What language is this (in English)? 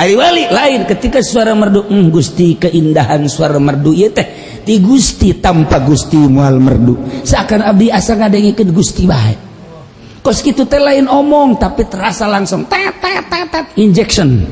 Sundanese